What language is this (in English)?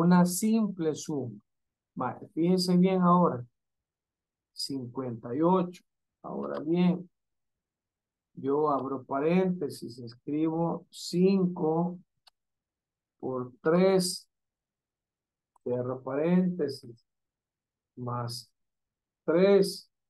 Spanish